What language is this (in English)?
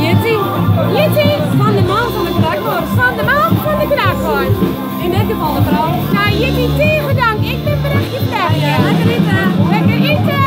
Western Frisian